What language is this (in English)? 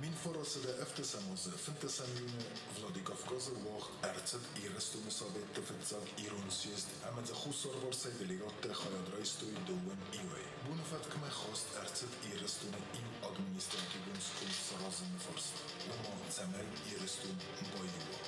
Ossetic